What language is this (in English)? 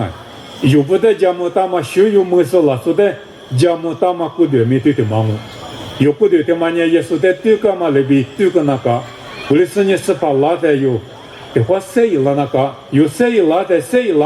Lisu